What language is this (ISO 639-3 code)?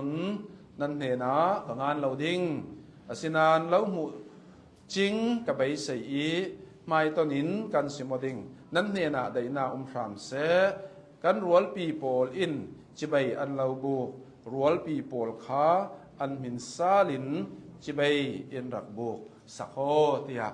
cnh